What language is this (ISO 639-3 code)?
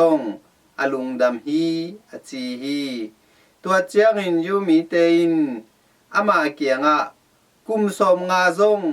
ctd